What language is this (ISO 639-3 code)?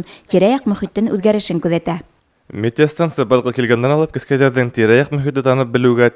bak